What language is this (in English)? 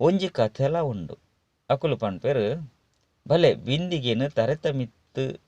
Tulu